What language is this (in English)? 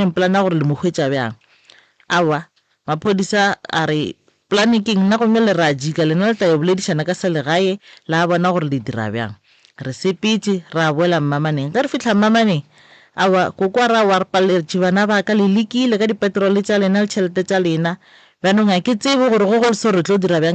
Northern Sotho